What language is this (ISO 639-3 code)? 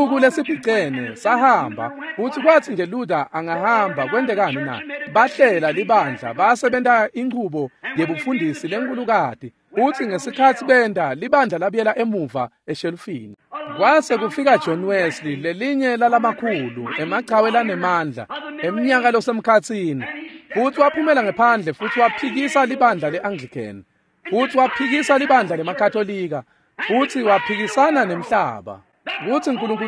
ssw